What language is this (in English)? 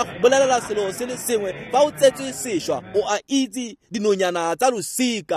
Tswana